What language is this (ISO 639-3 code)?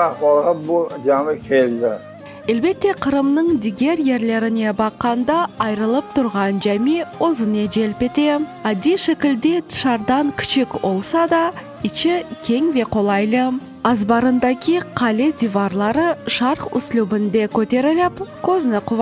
crh